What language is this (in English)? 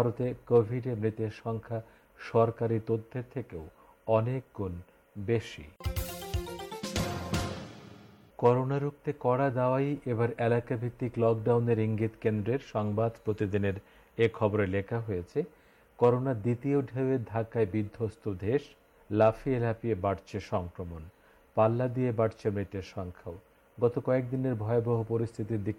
Bangla